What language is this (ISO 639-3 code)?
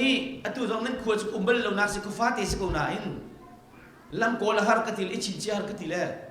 cnh